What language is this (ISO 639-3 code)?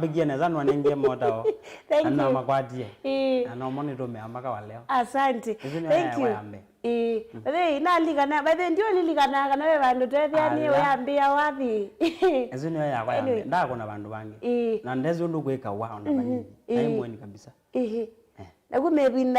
kam